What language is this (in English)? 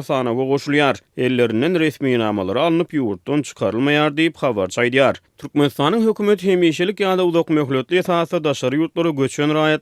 Turkmen